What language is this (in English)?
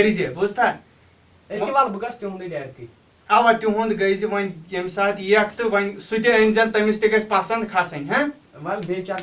Kashmiri